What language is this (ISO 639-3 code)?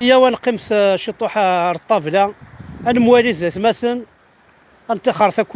kab